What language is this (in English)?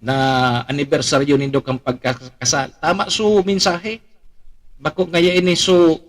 Bikol